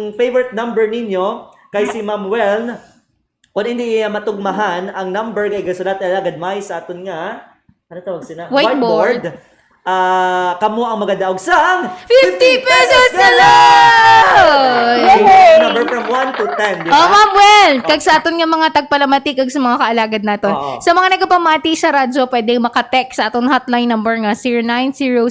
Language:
Hiligaynon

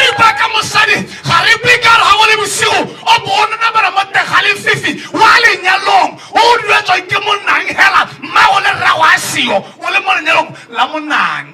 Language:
Tswana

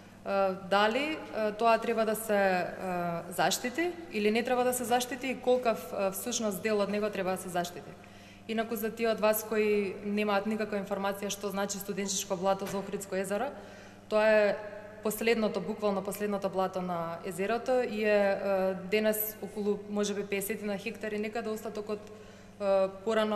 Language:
Macedonian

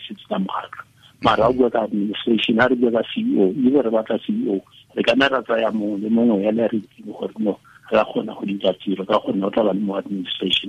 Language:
Tswana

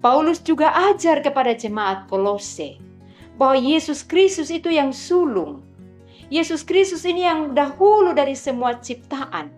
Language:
Kupang Malay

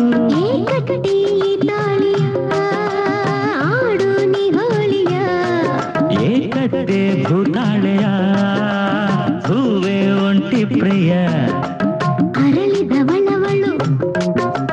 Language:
Kannada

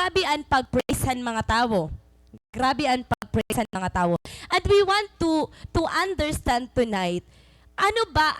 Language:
Waray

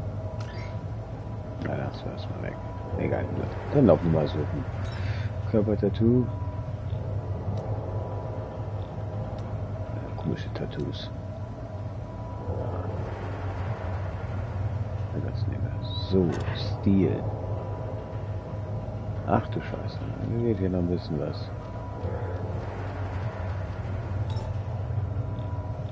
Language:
German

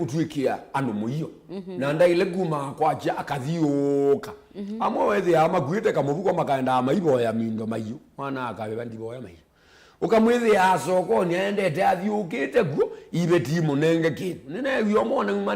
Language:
Kamba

